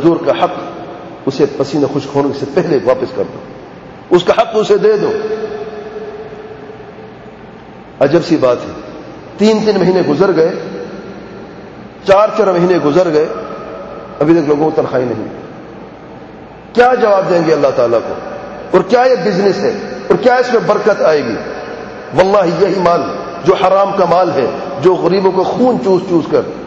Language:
Urdu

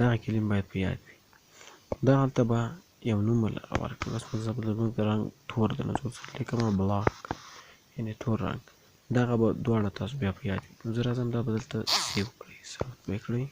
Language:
Pashto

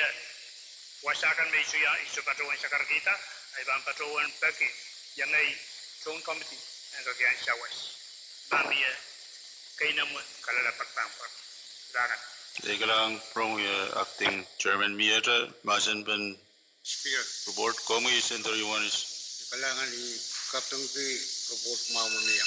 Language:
Pohnpeian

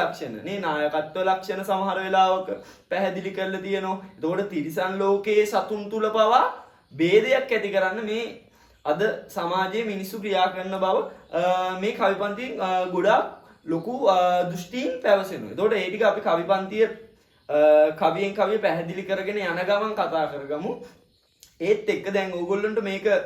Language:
Sinhala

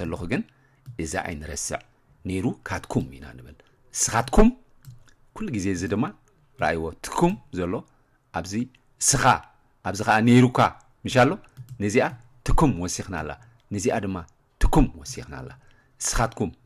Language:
Tigrinya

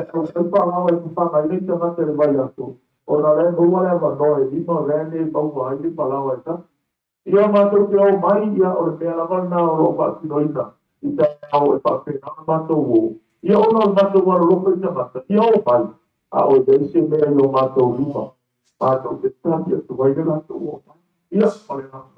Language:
Samoan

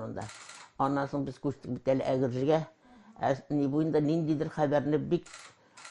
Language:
Tatar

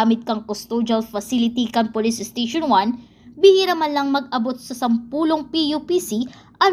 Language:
Bikol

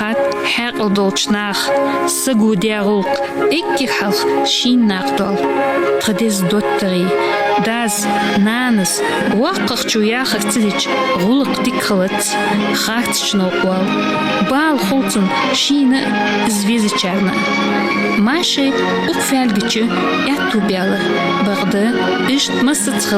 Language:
Ingush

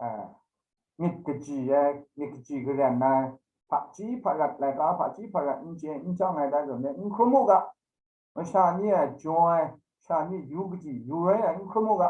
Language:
Kachin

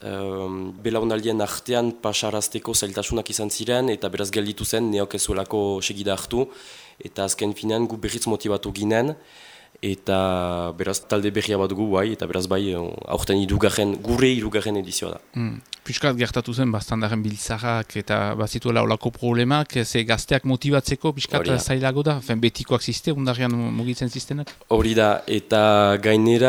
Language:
Basque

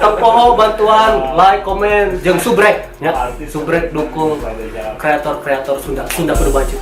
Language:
Sundanese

